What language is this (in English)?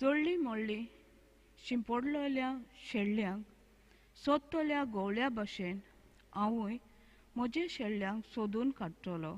Konkani